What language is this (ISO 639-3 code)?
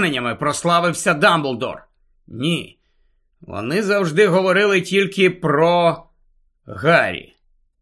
ukr